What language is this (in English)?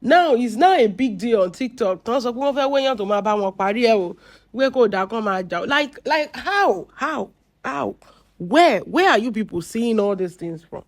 Yoruba